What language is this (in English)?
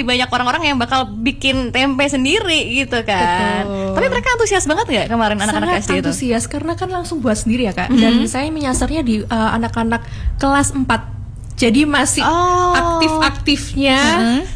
Indonesian